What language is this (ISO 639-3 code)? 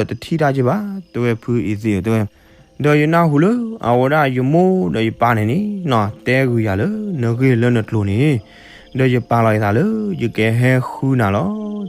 ksw